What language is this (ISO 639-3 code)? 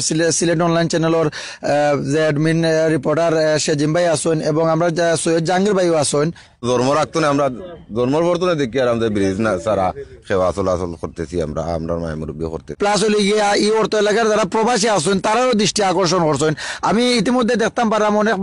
syl